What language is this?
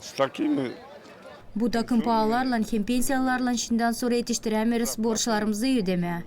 Gagauz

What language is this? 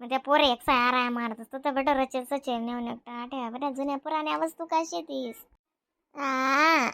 Khandesi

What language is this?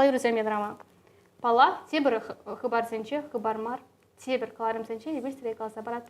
Chuvash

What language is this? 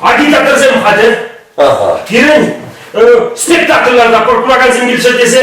Chuvash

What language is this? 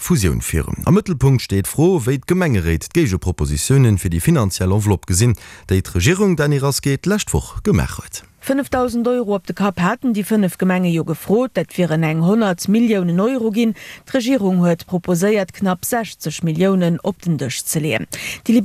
Luxembourgish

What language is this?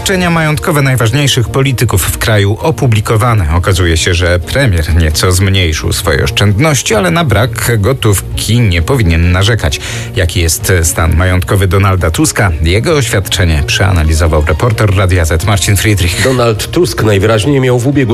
Polish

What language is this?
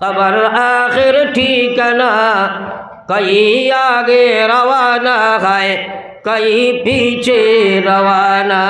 Sylheti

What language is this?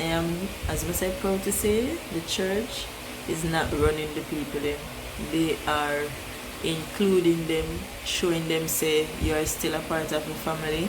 Jamaican Creole English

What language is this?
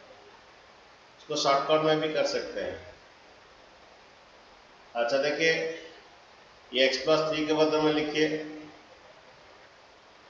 Hindi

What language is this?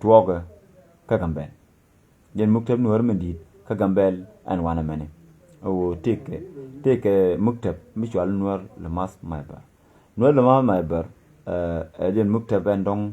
Nuer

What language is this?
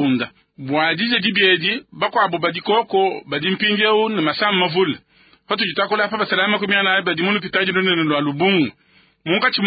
Luba-Lulua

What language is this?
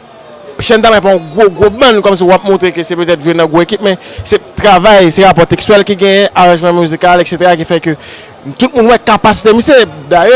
Haitian Creole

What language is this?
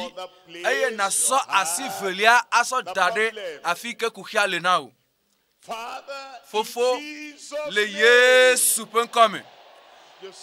Ewe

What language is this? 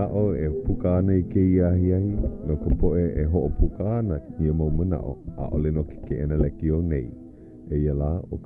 Hawaiian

